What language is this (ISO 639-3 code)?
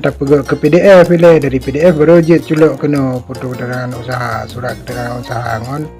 ace